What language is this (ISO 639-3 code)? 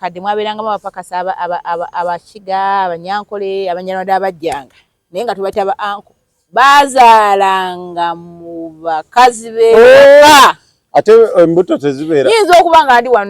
lug